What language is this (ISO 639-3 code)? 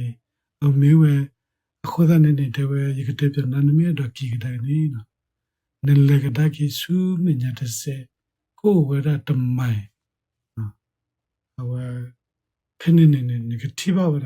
ksw